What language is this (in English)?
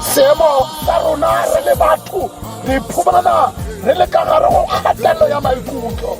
Tswana